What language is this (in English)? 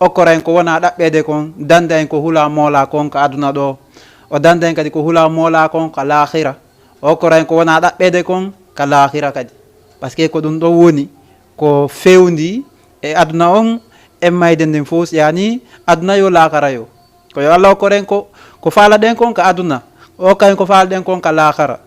Fula